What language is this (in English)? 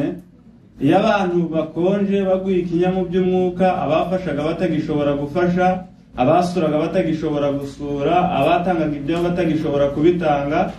Kinyarwanda